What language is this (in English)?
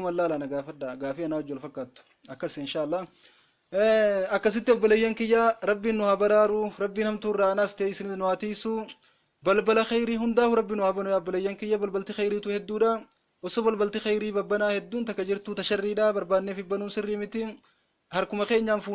Oromo